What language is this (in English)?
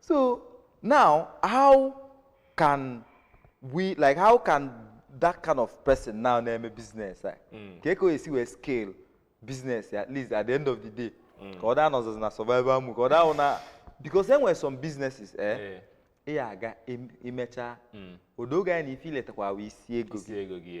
Igbo